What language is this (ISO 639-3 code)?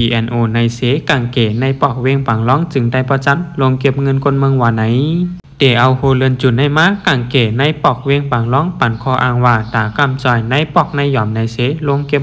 shn